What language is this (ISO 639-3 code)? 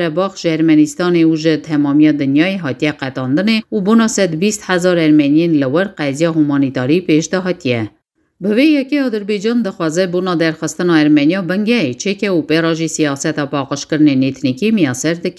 kur